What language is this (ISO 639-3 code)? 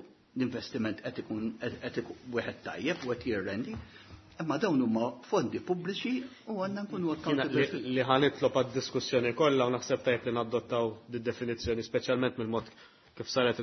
mlt